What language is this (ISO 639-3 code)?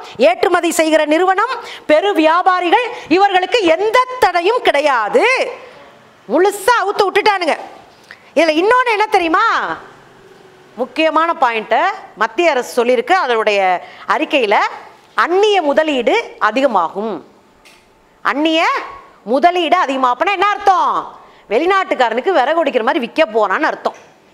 tam